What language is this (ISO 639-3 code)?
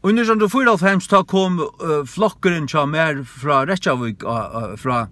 fao